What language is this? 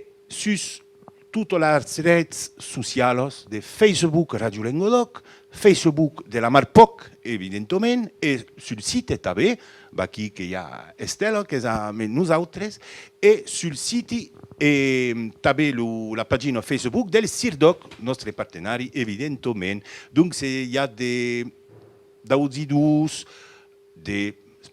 Occitan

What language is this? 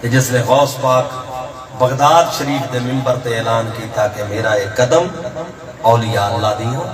Saraiki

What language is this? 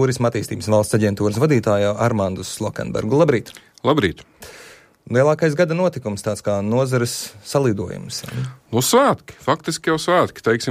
Latvian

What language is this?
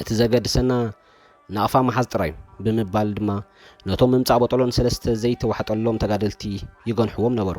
Tigrinya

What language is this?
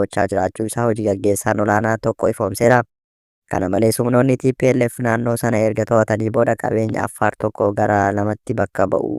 Oromo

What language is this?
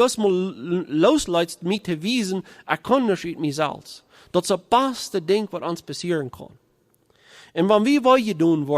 Plautdietsch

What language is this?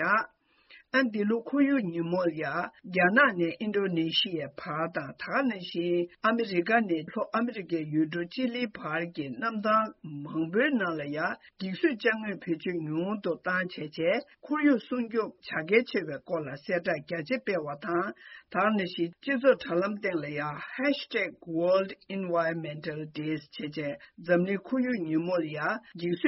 Tibetan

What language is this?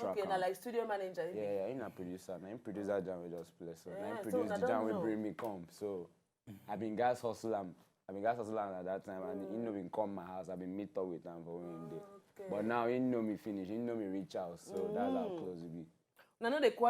Nigerian Pidgin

